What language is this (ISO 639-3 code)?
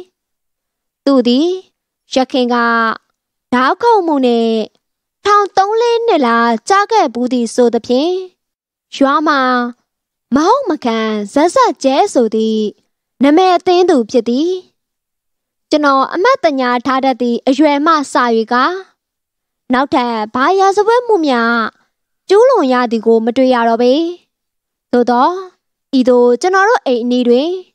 mya